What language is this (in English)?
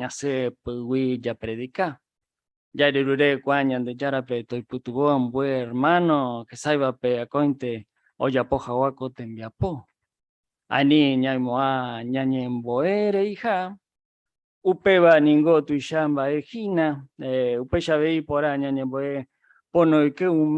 Guarani